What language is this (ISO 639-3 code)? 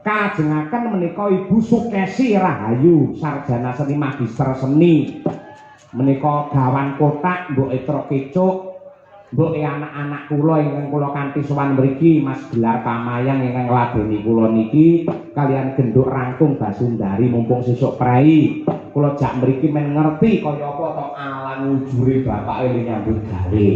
jav